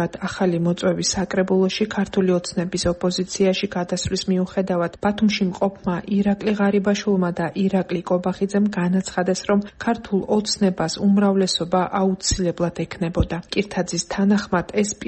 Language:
Georgian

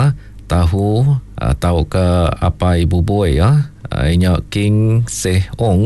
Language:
Iban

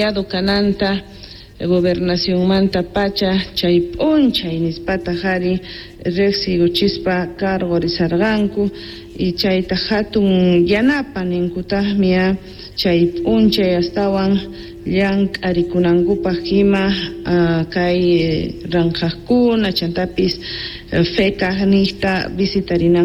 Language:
South Bolivian Quechua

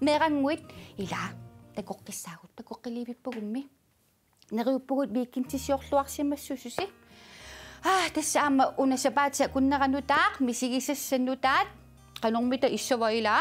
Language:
Kalaallisut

